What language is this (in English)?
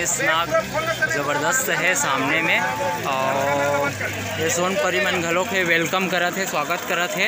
Chhattisgarhi